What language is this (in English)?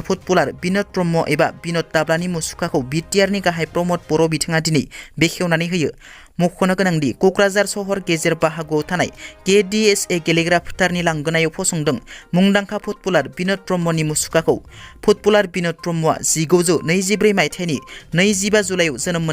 Bodo